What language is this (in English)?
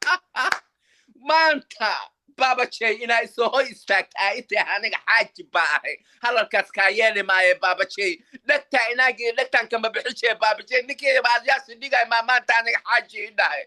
Somali